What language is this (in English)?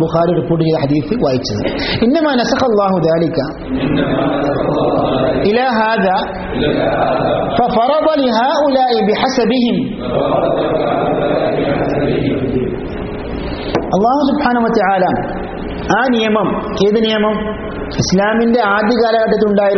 Malayalam